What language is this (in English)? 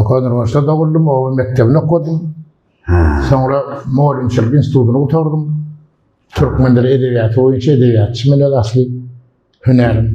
Turkmen